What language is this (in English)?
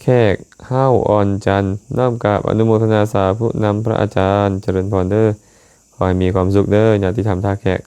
Lao